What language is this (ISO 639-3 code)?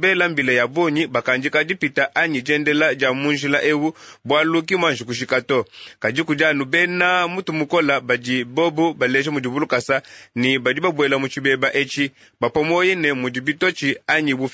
lua